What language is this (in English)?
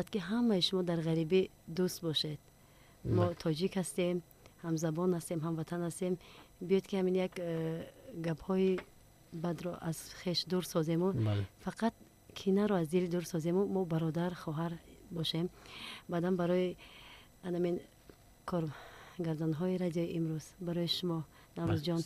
Tajik